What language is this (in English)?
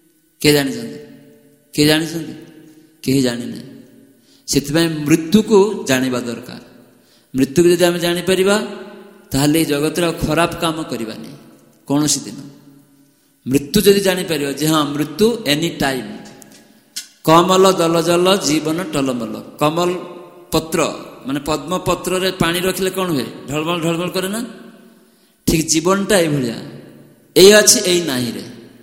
Odia